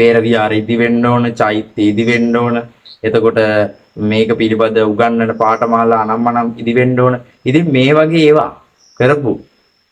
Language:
Sinhala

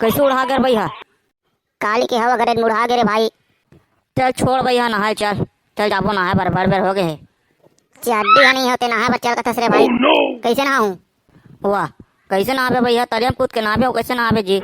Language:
Chhattisgarhi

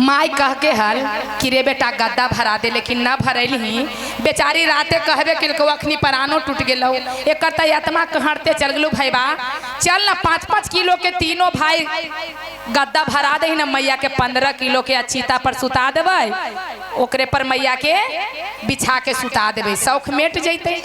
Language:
Magahi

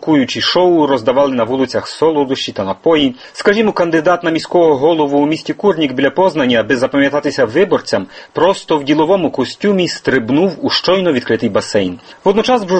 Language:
Ukrainian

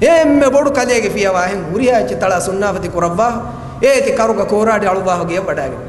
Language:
Divehi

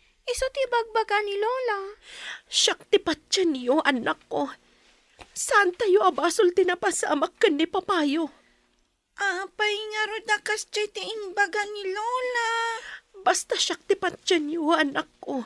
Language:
Iloko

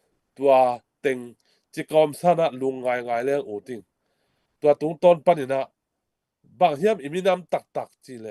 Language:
Tedim Chin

